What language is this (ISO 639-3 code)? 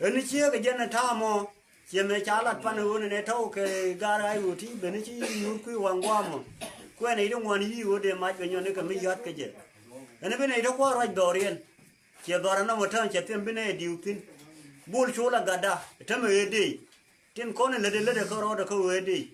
nus